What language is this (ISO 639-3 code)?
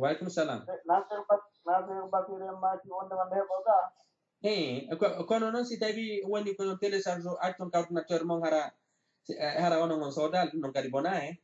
ful